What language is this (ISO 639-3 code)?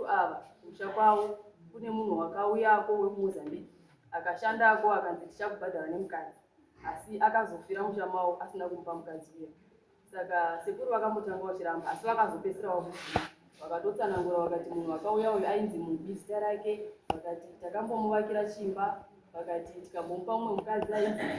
sna